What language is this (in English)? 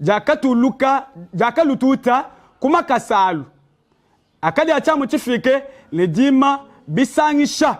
Luba-Lulua